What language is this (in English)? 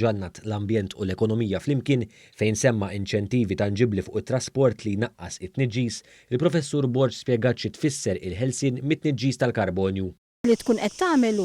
Maltese